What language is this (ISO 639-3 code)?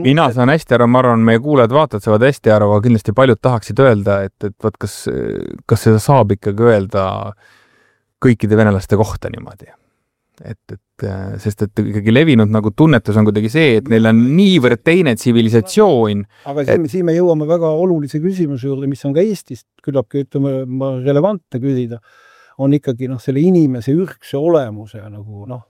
est